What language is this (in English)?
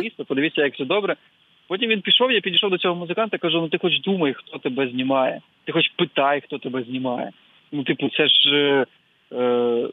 Ukrainian